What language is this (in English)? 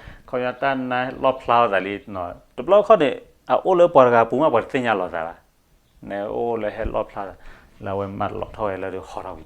S'gaw Karen